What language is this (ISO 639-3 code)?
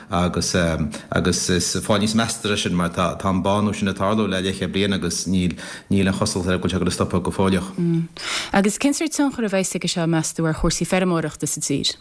gle